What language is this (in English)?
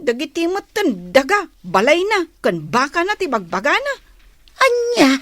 Iloko